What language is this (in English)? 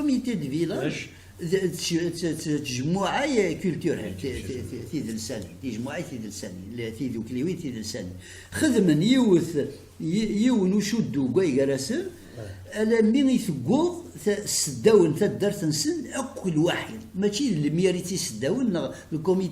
Kabyle